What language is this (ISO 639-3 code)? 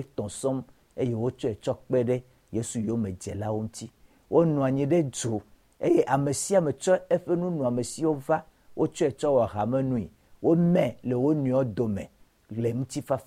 ewe